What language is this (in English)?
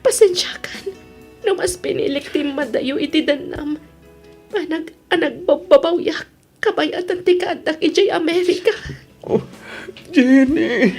Iloko